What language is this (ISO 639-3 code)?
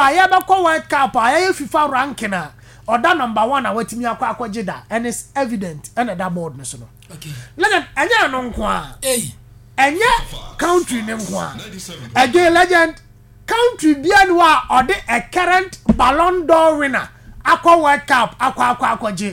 aka